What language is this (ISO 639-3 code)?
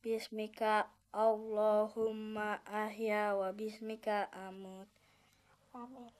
bew